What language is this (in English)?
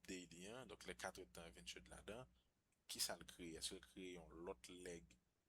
Haitian Creole